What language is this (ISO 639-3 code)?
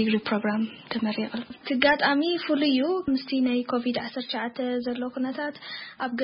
tir